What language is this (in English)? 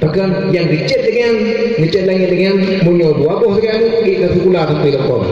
Achinese